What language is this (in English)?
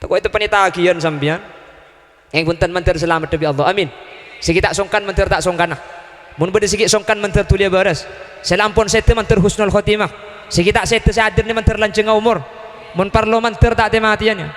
Madurese